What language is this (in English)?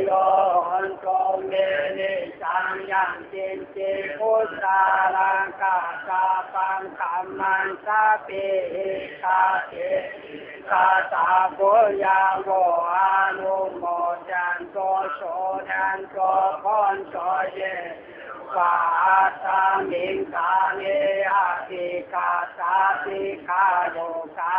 Lü